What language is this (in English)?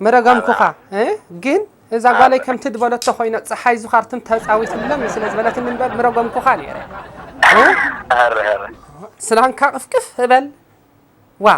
Tigrinya